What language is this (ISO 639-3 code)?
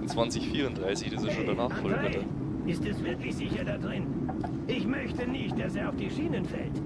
bar